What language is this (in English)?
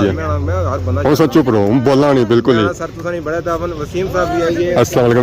Pahari-Potwari